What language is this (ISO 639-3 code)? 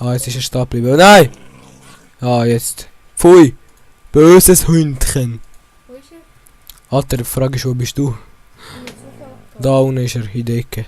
gsw